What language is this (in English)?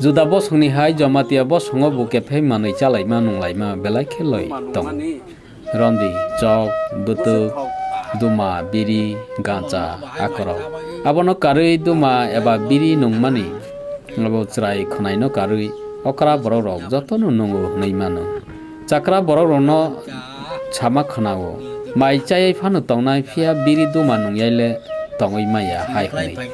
Kok Borok